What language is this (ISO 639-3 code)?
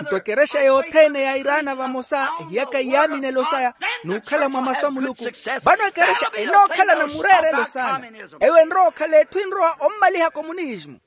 vmw